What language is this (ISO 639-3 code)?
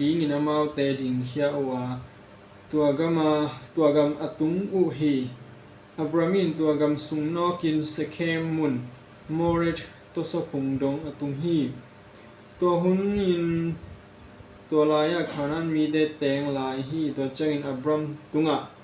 ctd